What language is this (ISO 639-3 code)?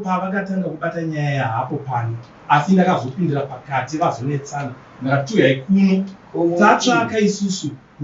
sna